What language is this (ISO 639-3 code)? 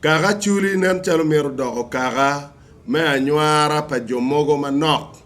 ach